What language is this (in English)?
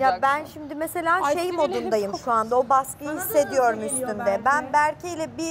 Turkish